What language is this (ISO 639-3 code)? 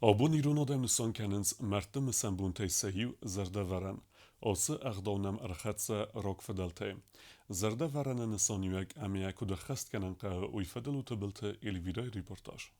oss